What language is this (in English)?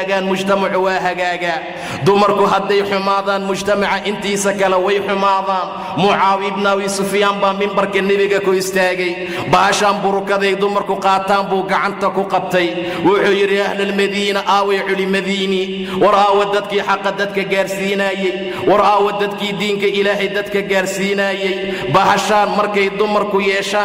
Somali